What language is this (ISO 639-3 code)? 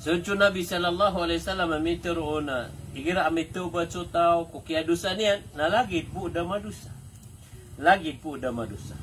mrw